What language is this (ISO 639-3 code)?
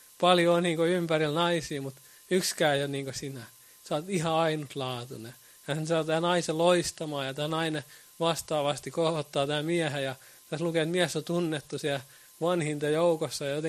fin